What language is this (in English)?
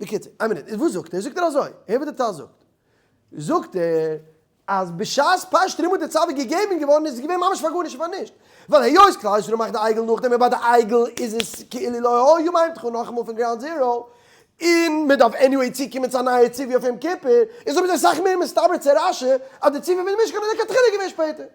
Yiddish